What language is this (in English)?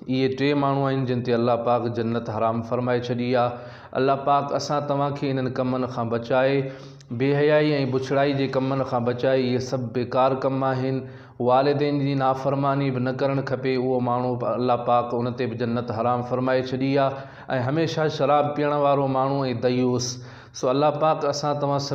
Sindhi